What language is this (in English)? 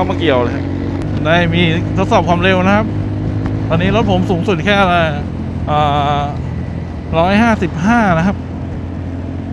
Thai